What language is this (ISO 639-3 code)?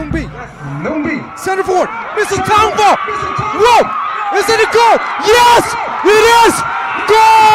nmf